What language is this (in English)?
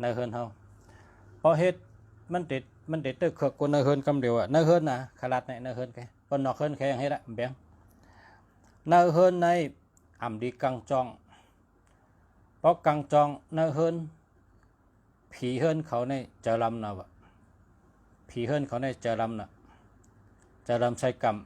Shan